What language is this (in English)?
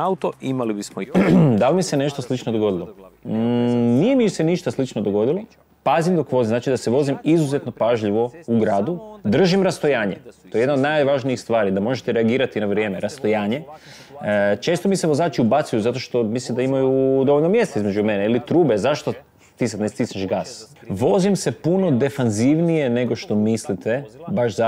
Croatian